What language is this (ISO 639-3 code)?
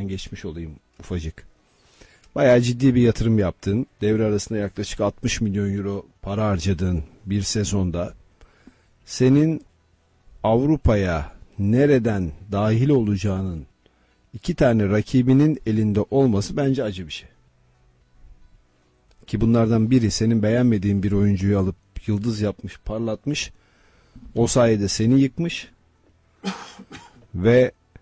tur